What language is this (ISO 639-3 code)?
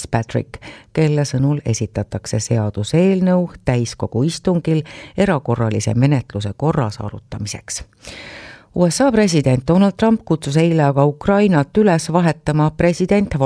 est